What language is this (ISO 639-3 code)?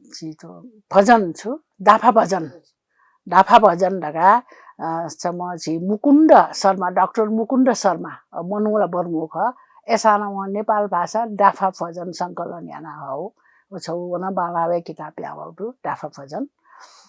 new